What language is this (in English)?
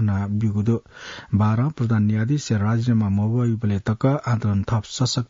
Newari